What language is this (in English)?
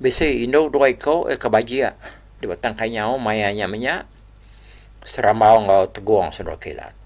Iban